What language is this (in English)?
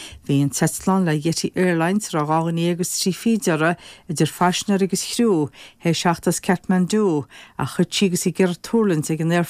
Irish